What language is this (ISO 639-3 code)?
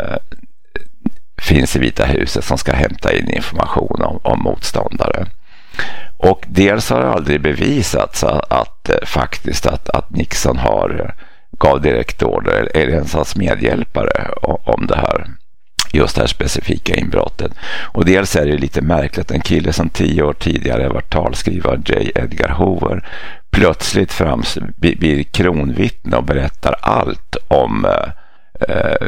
swe